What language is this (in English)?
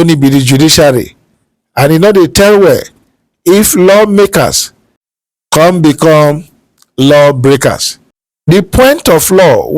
Nigerian Pidgin